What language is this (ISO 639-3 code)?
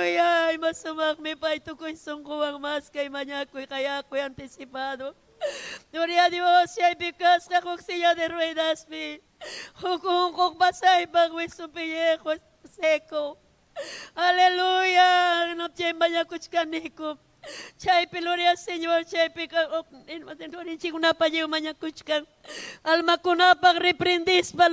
quy